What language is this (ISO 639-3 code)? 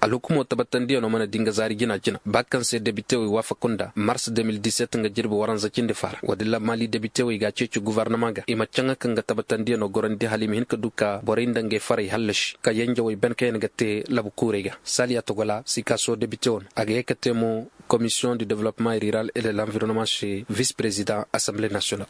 ses